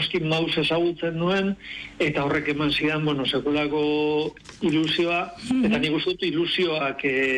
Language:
Basque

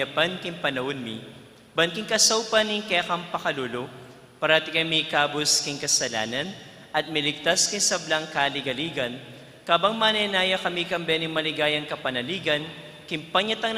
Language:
Pampanga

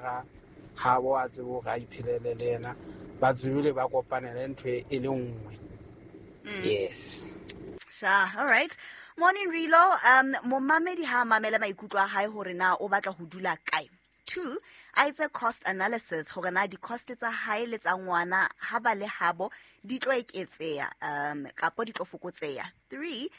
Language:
Southern Sotho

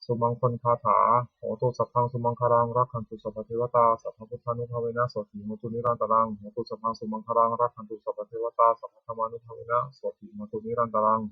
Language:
Pali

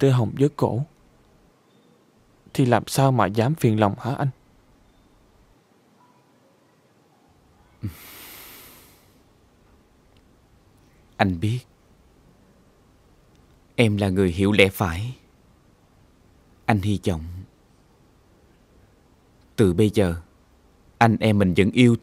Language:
Vietnamese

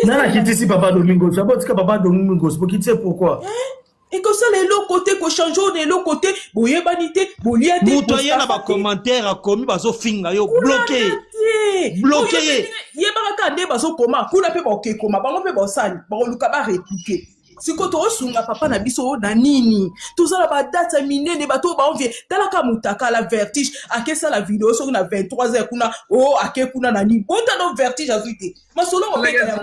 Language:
Lingala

